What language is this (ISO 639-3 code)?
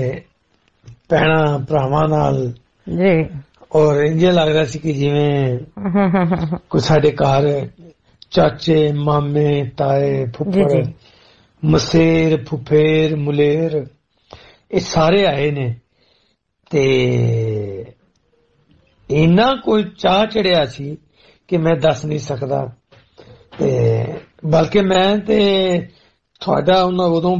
pan